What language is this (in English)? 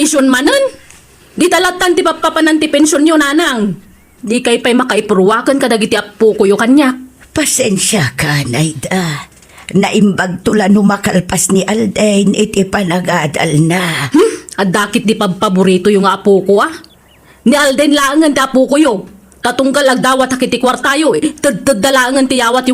Iloko